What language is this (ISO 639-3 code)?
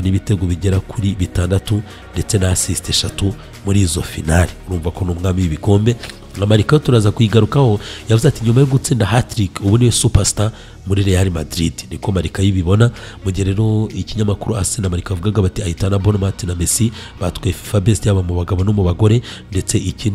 kin